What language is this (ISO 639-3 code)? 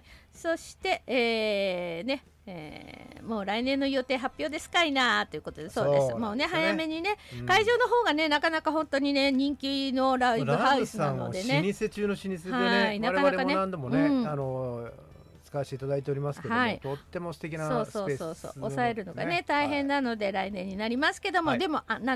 jpn